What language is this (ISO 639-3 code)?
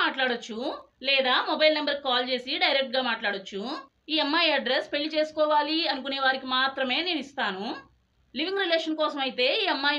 tel